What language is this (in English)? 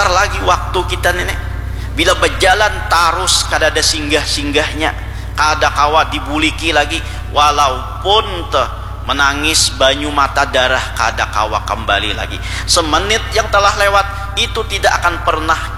Banjar